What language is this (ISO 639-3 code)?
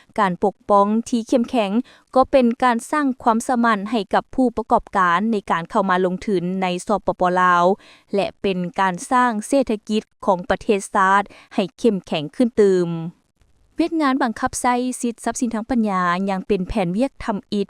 lao